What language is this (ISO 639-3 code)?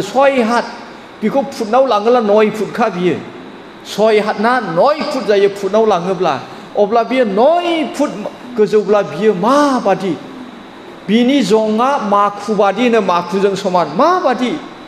brx